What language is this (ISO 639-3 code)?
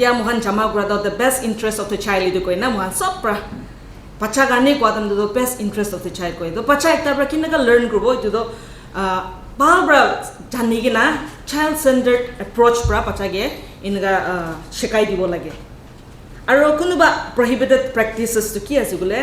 nag